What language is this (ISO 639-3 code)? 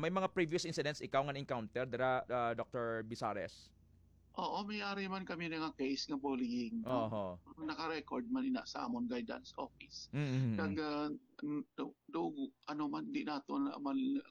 hil